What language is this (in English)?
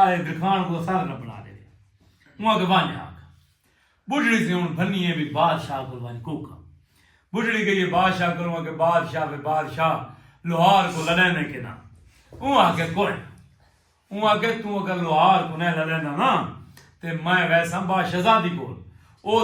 Saraiki